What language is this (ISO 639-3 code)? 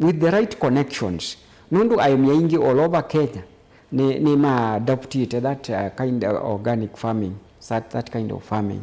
kam